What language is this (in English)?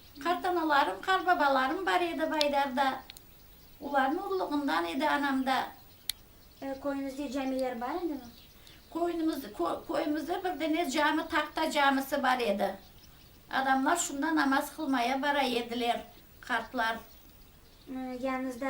Crimean Tatar